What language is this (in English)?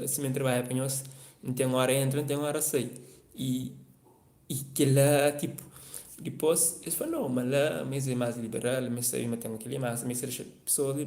Kabuverdianu